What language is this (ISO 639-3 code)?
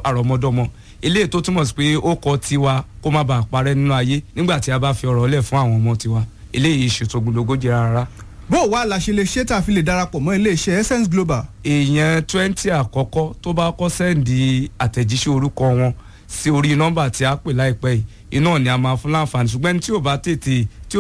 yor